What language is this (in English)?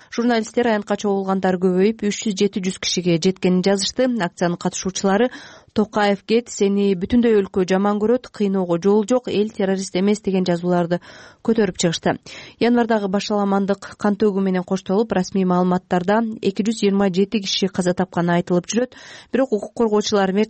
Kyrgyz